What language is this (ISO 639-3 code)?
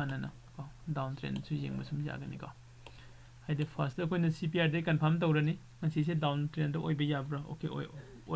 mni